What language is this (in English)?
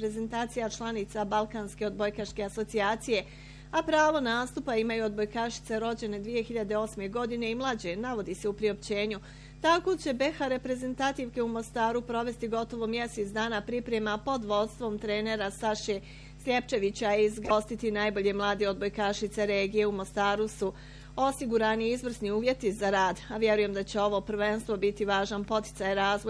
Bosnian